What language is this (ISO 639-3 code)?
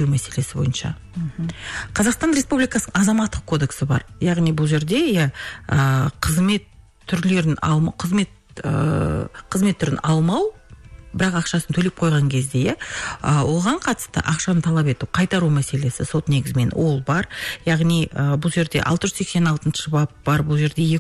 kaz